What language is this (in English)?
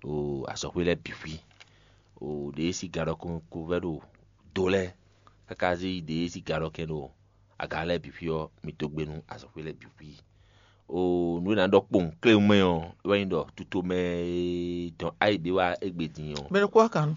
Fon